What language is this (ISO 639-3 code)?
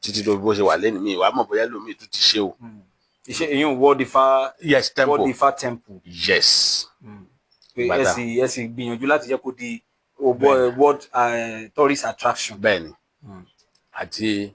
yor